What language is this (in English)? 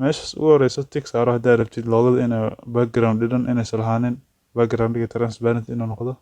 Somali